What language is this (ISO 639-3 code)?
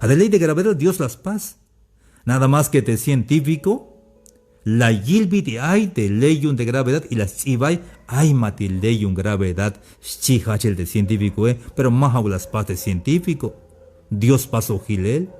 tzh